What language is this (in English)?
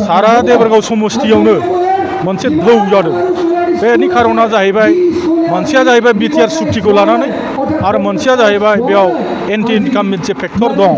Bodo